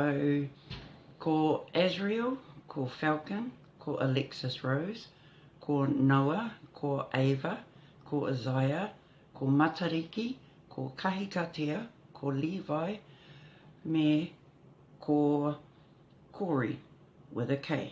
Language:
Māori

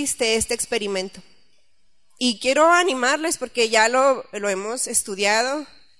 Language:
Spanish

